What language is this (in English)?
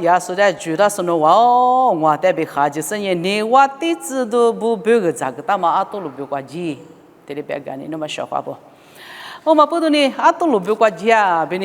Lisu